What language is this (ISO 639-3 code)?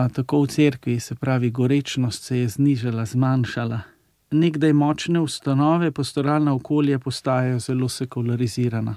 slv